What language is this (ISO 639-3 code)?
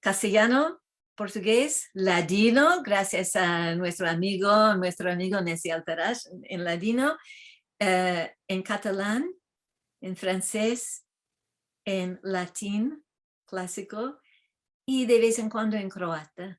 lad